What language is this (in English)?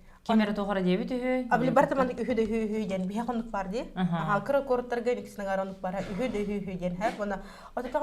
Yakut